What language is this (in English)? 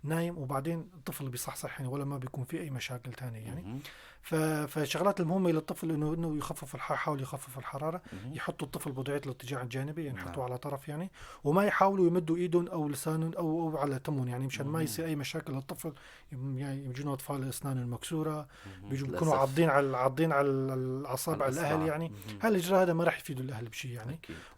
North Levantine Arabic